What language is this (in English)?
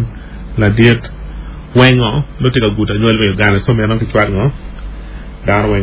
Acoli